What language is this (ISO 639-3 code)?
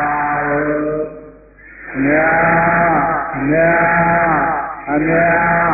mya